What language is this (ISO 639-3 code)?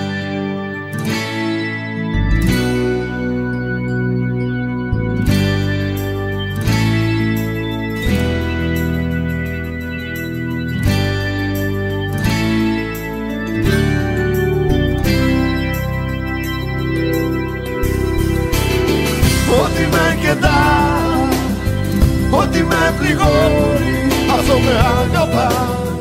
ell